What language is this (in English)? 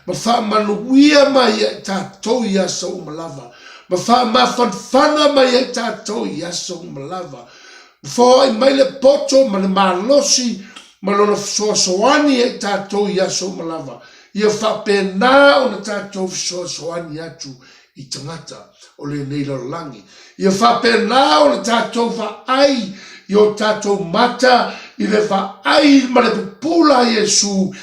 Samoan